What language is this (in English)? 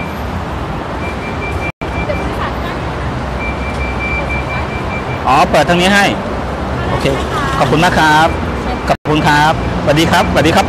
Thai